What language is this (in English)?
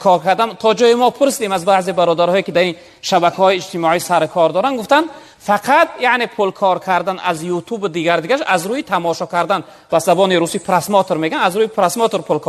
Tajik